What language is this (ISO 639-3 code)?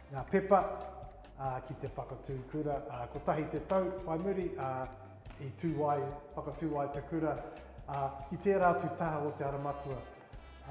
mri